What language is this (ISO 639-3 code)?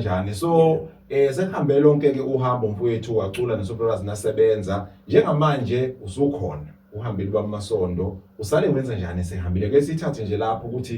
zul